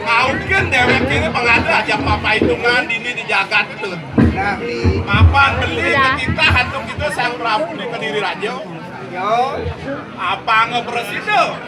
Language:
Balinese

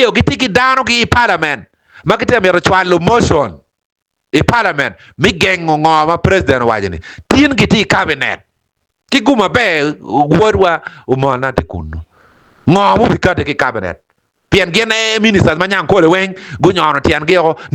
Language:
Acoli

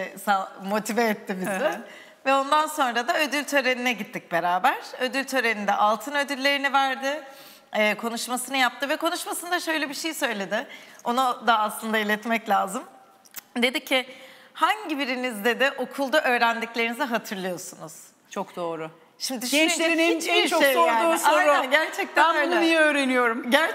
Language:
Turkish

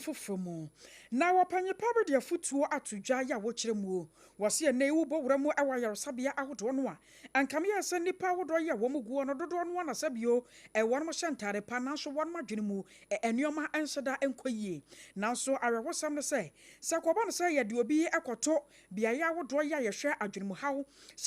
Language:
Akan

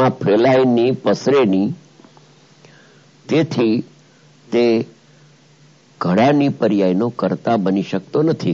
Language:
Gujarati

